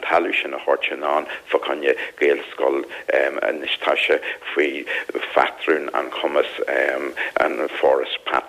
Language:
Irish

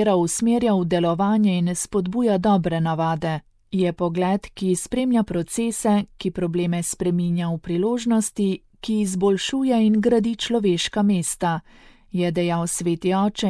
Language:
Slovenian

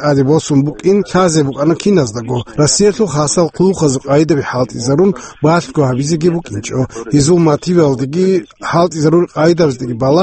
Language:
Avaric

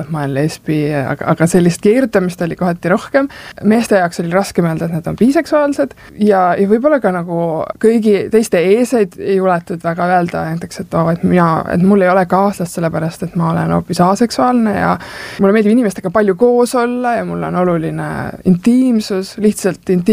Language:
Estonian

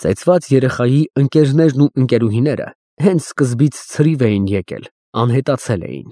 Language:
Armenian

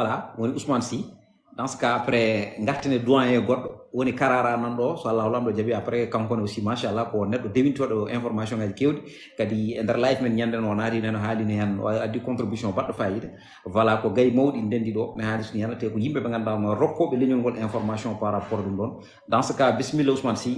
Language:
Fula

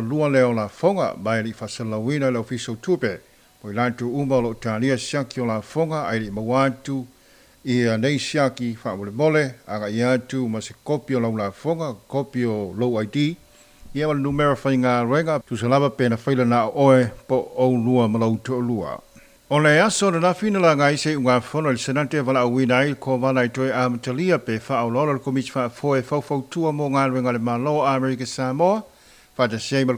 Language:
Samoan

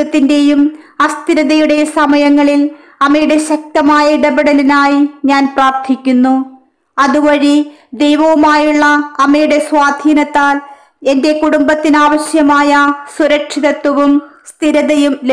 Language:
Malayalam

